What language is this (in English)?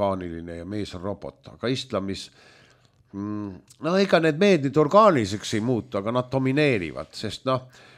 Estonian